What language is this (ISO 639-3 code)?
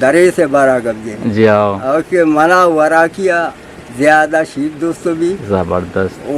bgp